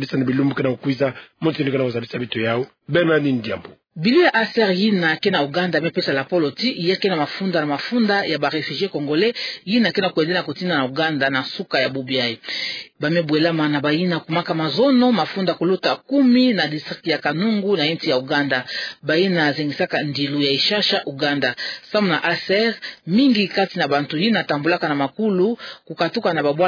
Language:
Kituba (Democratic Republic of Congo)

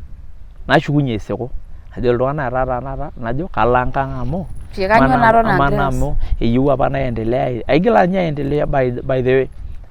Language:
Masai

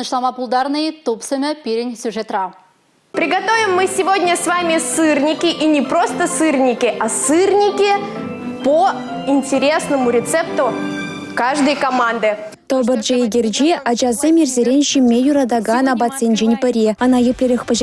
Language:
Chuvash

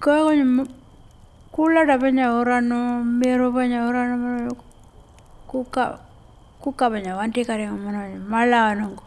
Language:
Pitjantjatjara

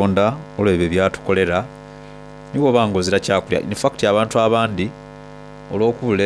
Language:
Soga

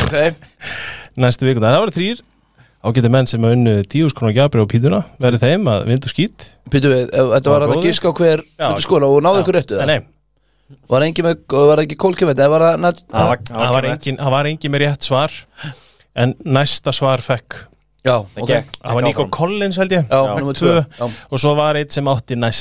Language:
Icelandic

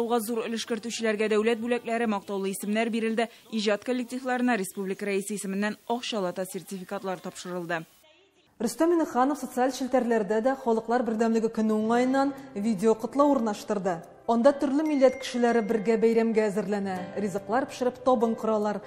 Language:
Tatar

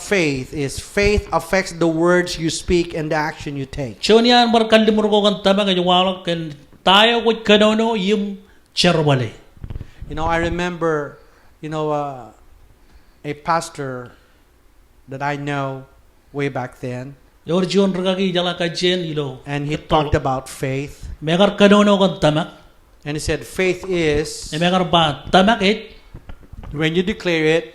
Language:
Marshallese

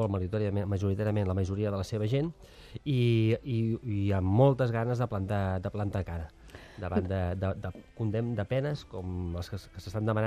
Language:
Catalan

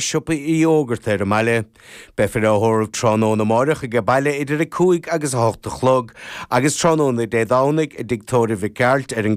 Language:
Irish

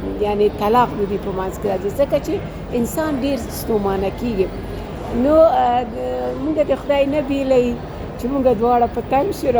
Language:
Pashto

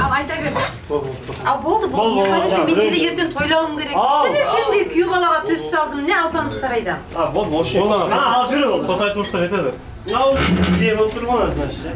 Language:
Kara-Kalpak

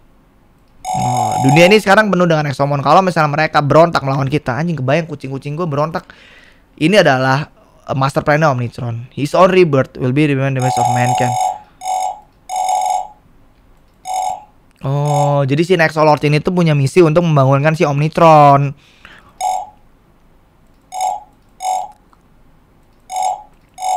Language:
Indonesian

